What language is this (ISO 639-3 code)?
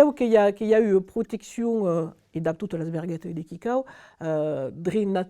oci